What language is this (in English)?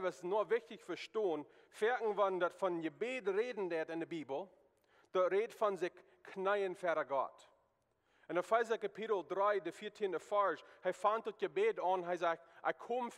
Plautdietsch